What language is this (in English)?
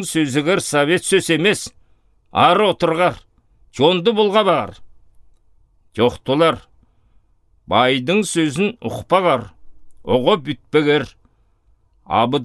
Southern Altai